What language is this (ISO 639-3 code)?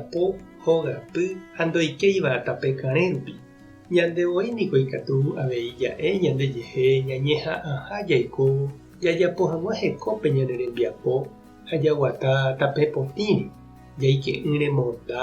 grn